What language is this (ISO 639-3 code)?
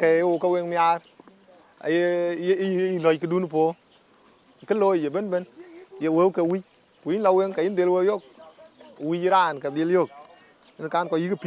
din